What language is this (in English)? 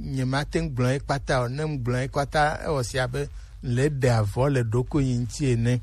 Gen